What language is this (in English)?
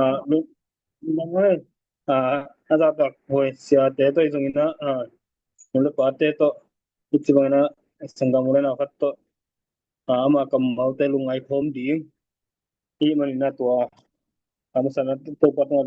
Tedim Chin